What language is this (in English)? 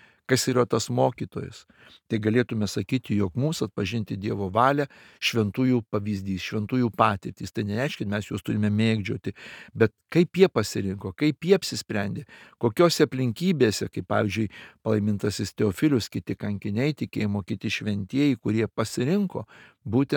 Lithuanian